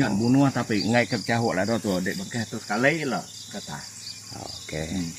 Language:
Iban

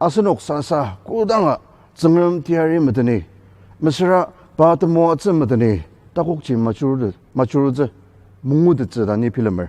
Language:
Ao Naga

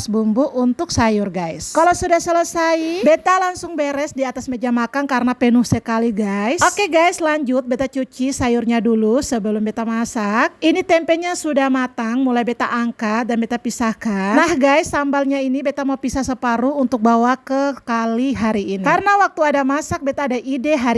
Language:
Ambonese Malay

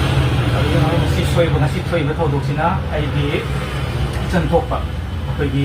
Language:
Manipuri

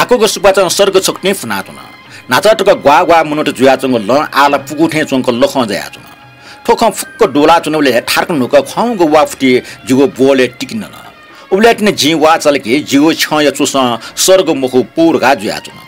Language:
Newari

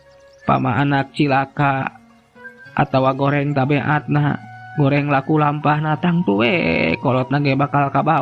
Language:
Sundanese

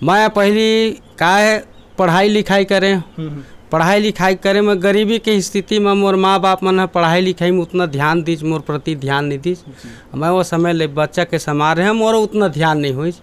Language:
Chhattisgarhi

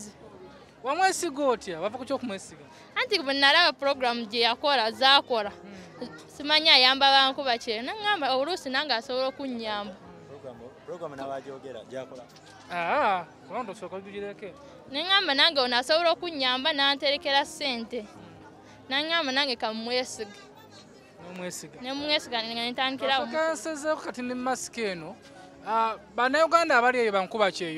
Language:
Ganda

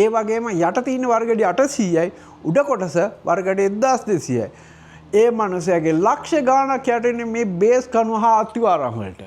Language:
Sinhala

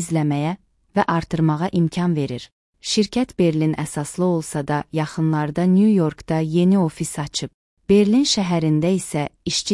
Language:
Azerbaijani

